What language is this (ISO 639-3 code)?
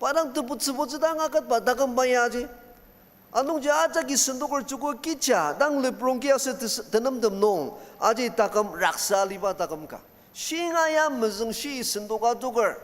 njo